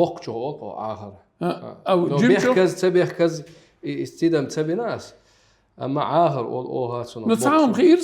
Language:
Chechen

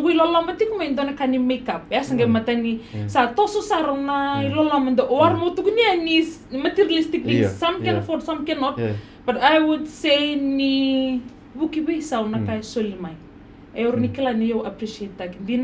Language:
Fijian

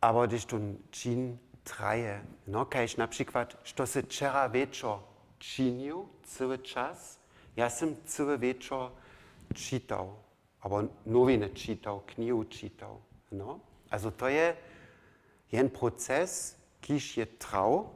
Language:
Upper Sorbian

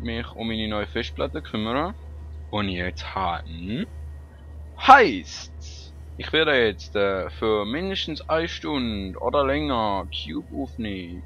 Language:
Swiss German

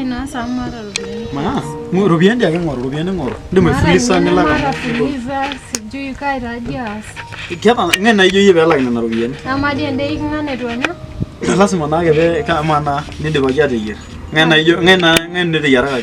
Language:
Masai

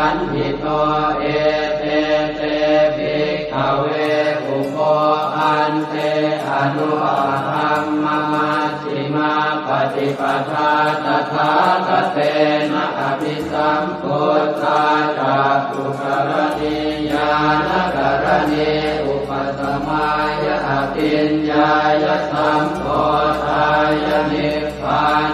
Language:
Pali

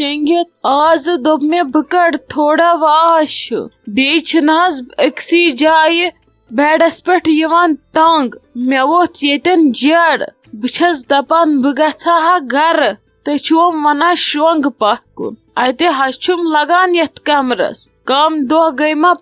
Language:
Kashmiri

